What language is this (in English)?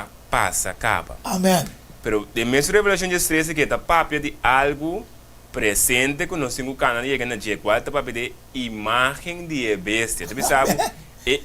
Papiamento